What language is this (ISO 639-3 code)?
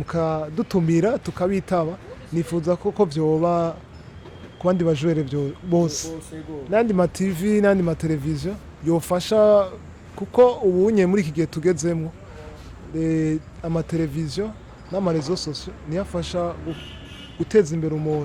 run